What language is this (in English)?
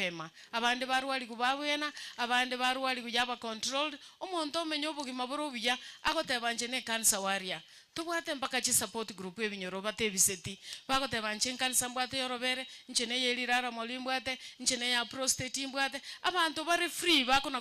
Gusii